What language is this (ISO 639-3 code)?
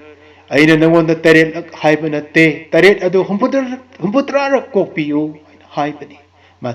mni